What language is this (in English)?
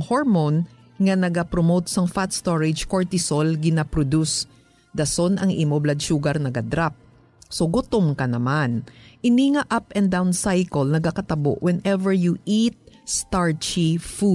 Hiligaynon